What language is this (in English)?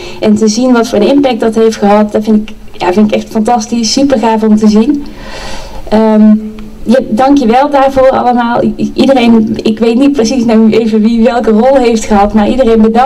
Dutch